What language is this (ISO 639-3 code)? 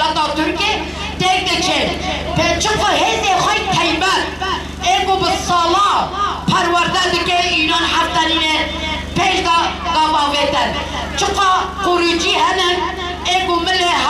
kur